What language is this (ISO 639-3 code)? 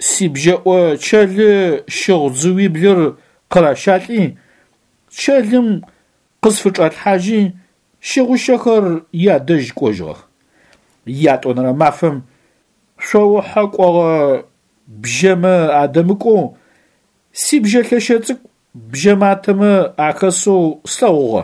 ady